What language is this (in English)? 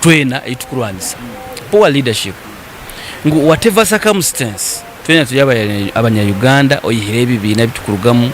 Nyankole